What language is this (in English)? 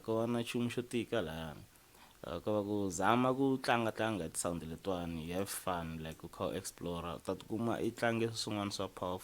Tsonga